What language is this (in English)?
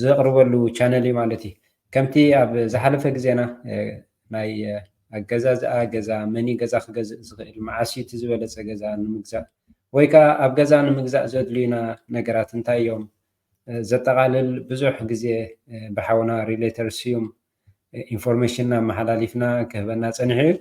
Tigrinya